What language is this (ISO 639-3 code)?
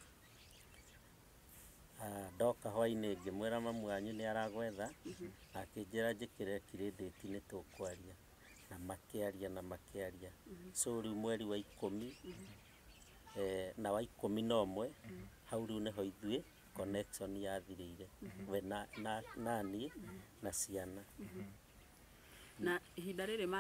kik